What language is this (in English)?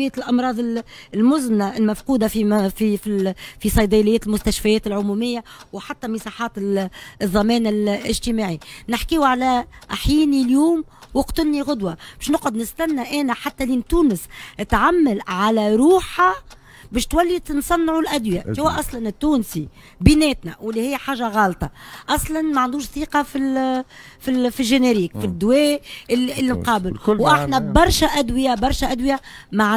Tunisian Arabic